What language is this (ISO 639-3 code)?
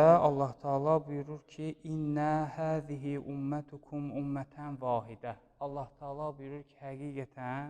aze